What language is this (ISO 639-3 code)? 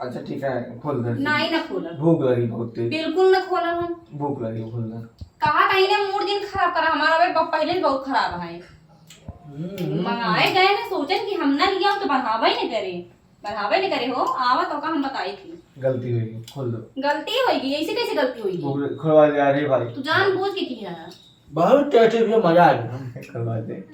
awa